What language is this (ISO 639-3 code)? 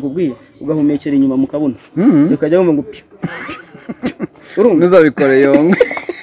kin